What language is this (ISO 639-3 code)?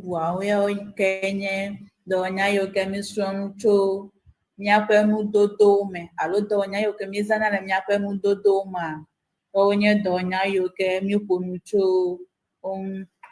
ewe